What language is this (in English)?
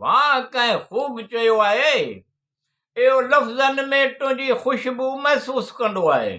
Sindhi